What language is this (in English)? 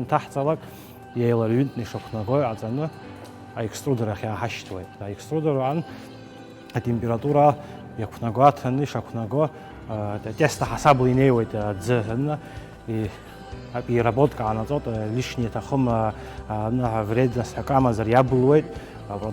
Abkhazian